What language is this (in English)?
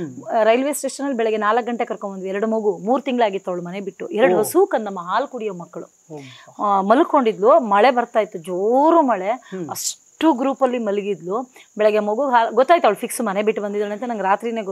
Kannada